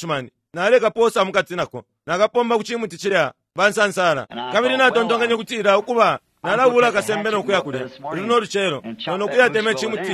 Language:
Bemba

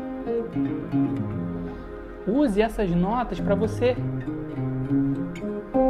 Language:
Portuguese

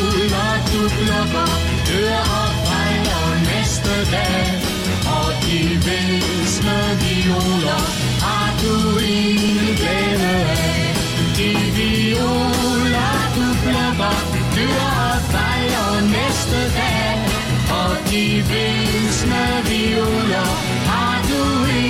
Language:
Danish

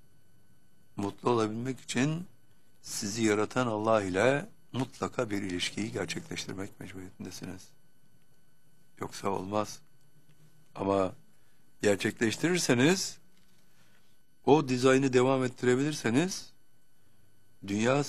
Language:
Turkish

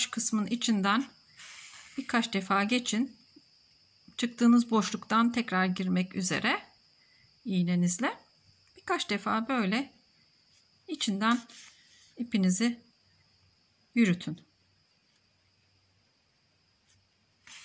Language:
Turkish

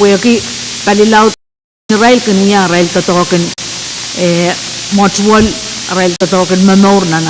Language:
Pohnpeian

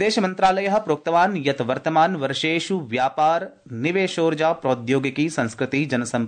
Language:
Sanskrit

